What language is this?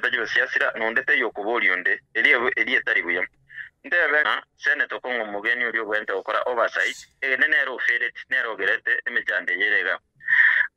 Gusii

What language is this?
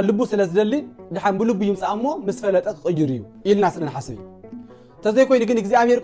Tigrinya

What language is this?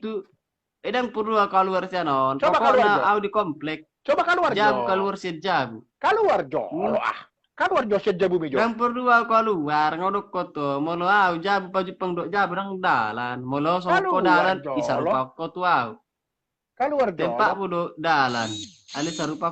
Batak Toba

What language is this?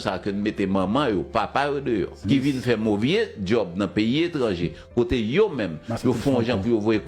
Haitian Creole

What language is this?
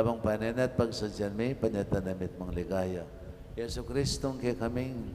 Pampanga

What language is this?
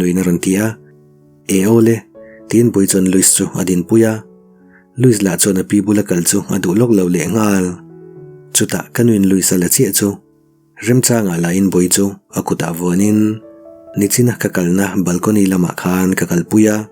Mizo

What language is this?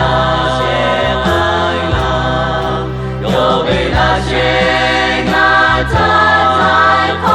Lahu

